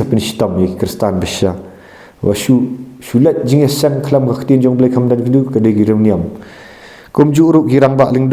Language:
Khasi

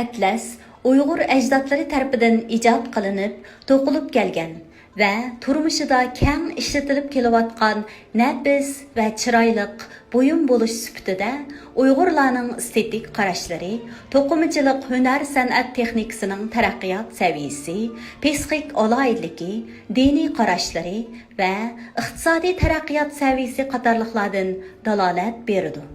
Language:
Uyghur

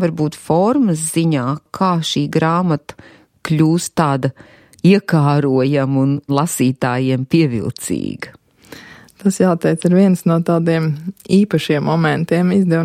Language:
Latvian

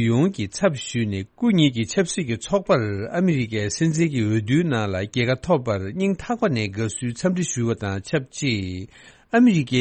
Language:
Tibetan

